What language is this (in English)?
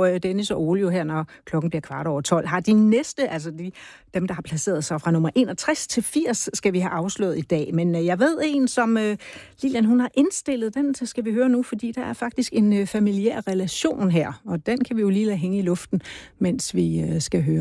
Danish